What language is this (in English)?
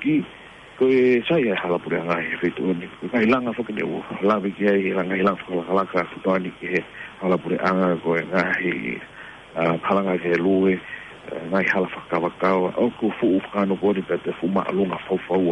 Tongan